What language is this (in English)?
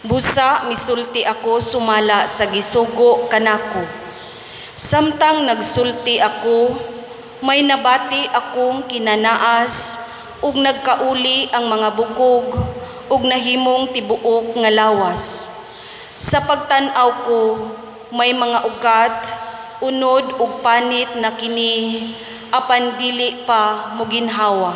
Cebuano